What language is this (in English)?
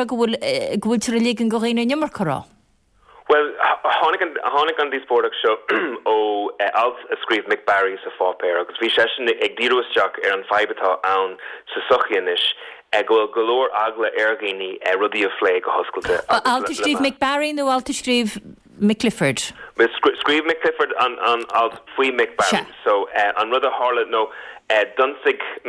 Irish